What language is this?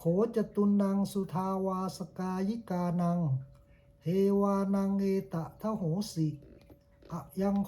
Pali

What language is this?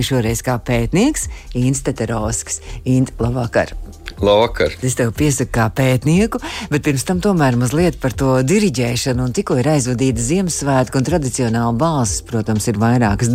Latvian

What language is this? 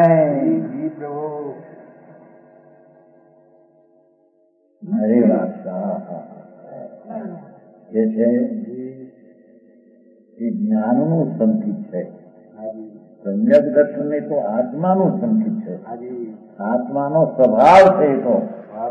Gujarati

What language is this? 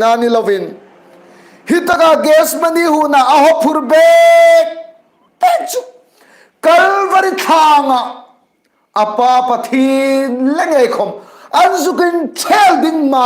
Hmar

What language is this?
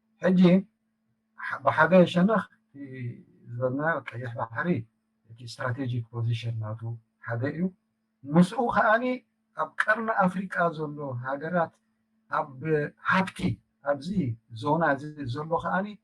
Tigrinya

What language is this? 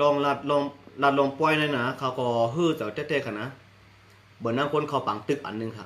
Shan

